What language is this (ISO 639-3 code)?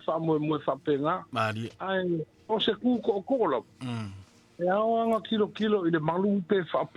smo